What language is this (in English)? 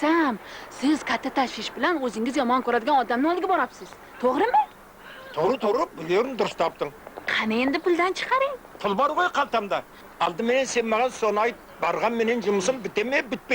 Kara-Kalpak